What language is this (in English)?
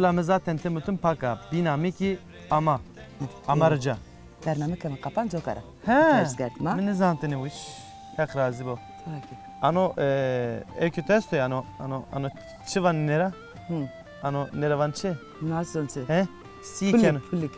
Zaza